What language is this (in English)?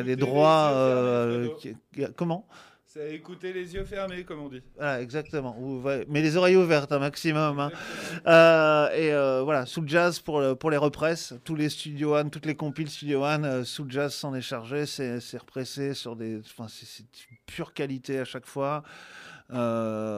French